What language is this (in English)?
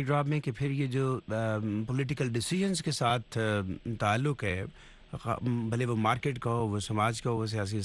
Urdu